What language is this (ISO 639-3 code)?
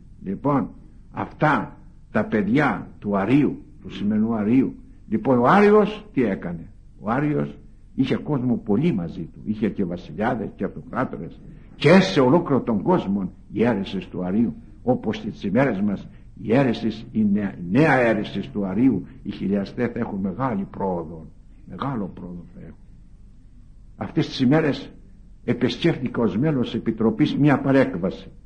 ell